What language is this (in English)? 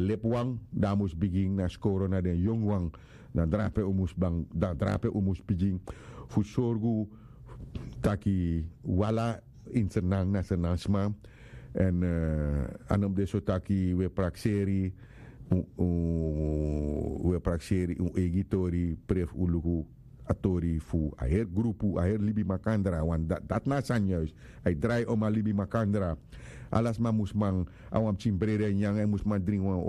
Sranan Tongo